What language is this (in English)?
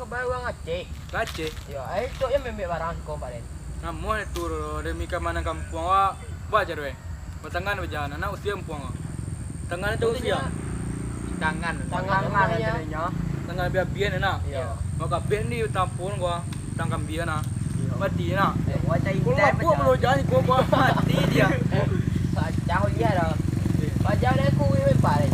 Minangkabau